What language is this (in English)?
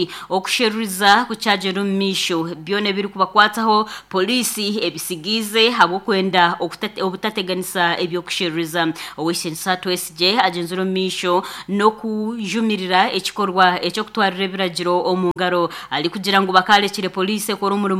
Nyankole